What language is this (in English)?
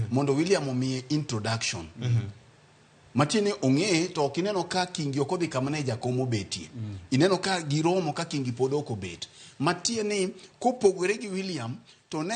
Luo (Kenya and Tanzania)